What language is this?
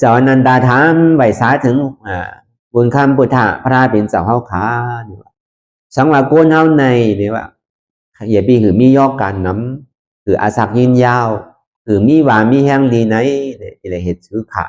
Shan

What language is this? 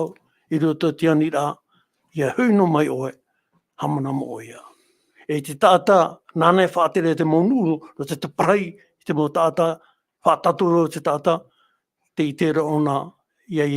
Tahitian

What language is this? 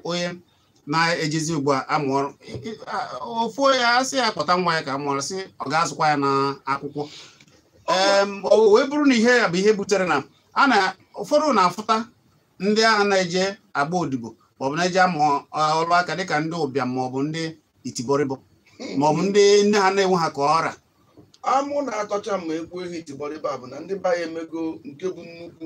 Igbo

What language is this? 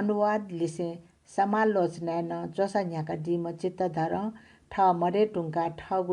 Newari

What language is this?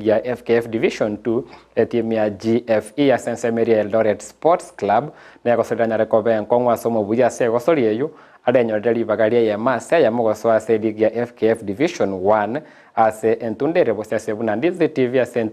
Gusii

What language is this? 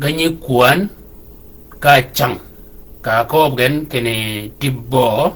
Shilluk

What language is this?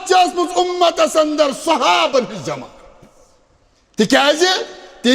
Kashmiri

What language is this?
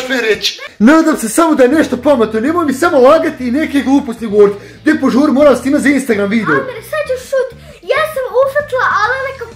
Bosnian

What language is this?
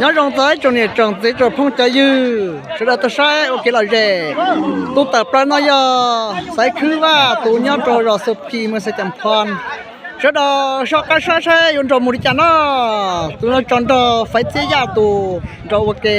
Hmong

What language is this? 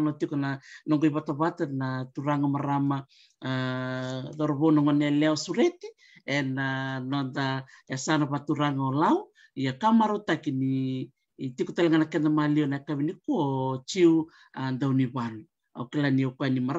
Fijian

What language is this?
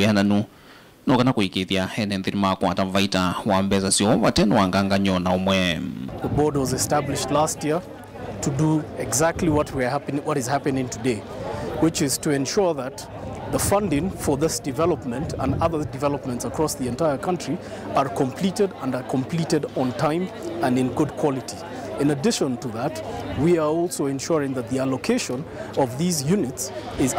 Kamba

